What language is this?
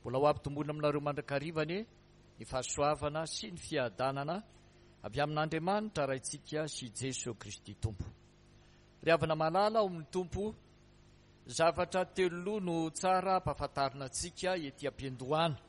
Malagasy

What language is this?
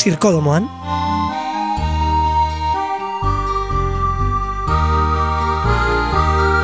Basque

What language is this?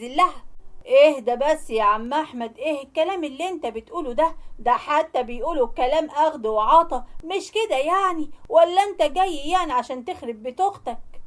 Egyptian Arabic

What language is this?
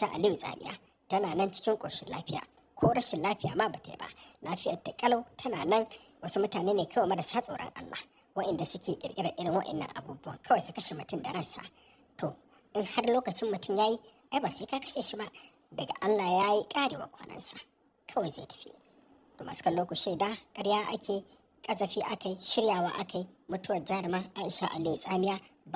Hausa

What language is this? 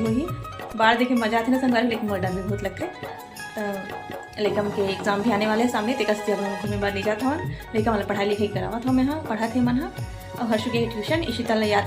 Chhattisgarhi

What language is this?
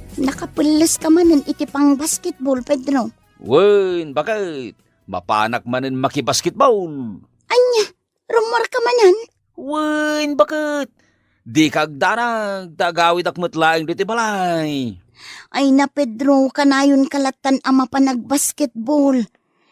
Iloko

